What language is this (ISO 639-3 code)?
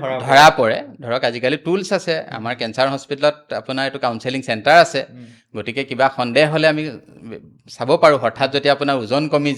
asm